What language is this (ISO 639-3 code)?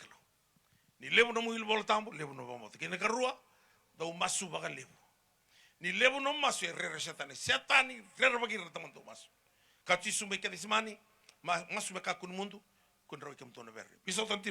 fij